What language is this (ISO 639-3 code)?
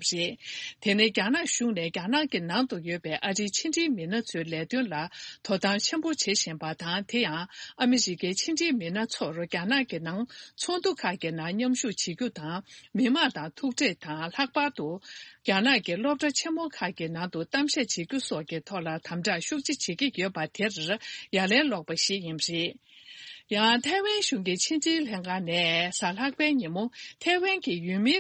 bod